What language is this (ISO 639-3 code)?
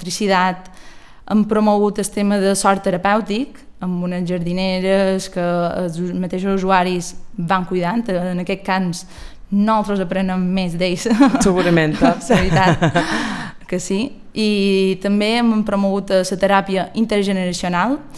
cat